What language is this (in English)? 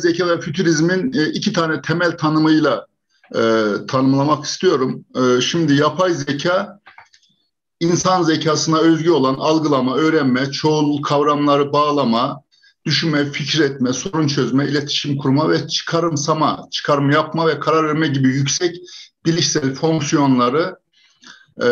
Turkish